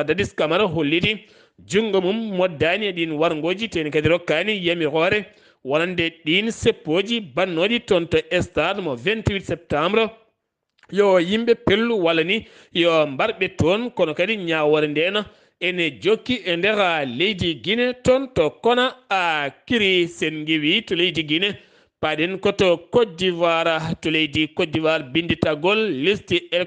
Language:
Fula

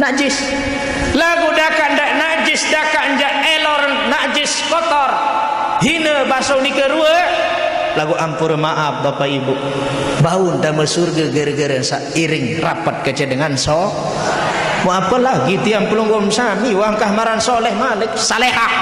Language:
Sasak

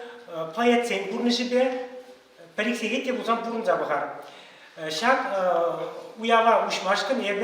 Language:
Chuvash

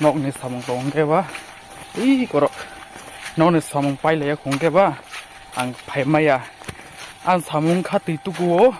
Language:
Kok Borok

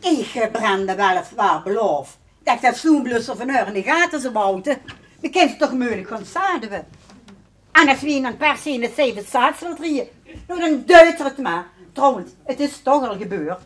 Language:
Limburgish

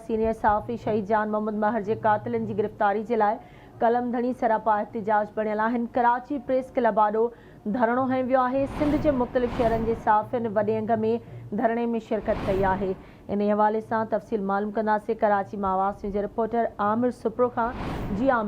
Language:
Sindhi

